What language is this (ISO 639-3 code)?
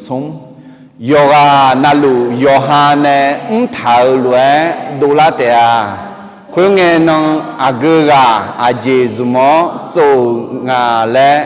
ahk